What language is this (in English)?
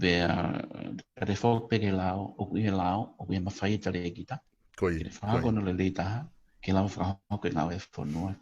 Tongan